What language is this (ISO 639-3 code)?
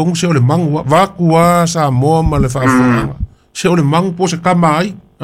smo